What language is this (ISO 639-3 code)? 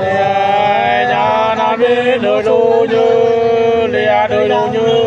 nut